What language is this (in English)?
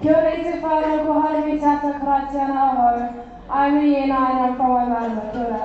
Māori